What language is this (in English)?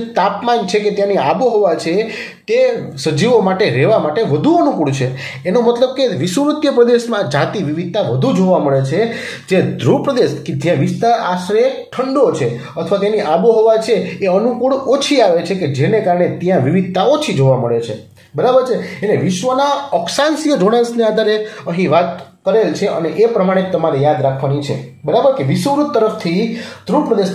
Gujarati